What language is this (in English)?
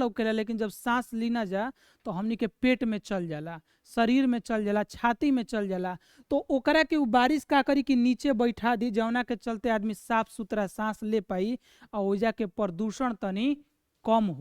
Bhojpuri